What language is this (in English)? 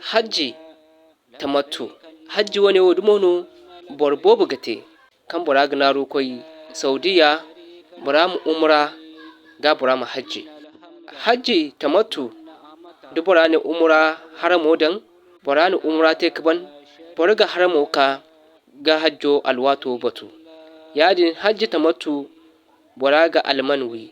Zarma